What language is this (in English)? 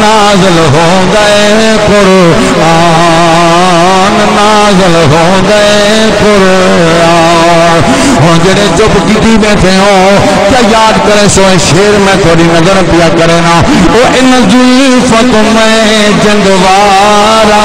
Saraiki